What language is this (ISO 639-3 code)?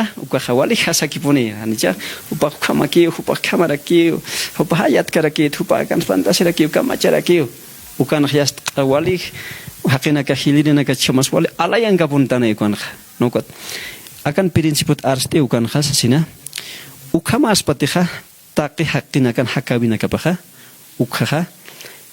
aym